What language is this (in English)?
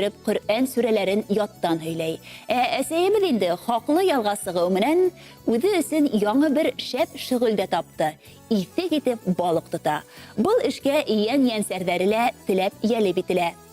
Bashkir